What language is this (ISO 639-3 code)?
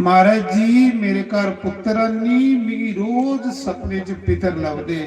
doi